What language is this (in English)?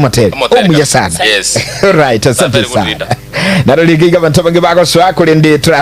Gusii